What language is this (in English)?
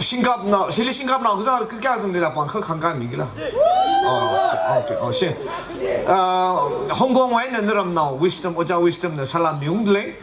Tangkhul Naga (India)